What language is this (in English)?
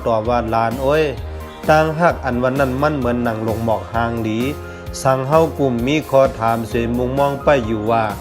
Shan